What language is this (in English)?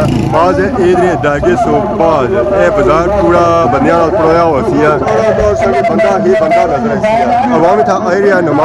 Pahari-Potwari